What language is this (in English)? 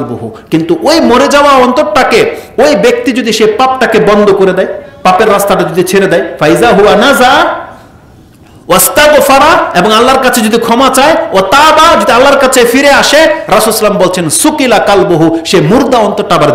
Bangla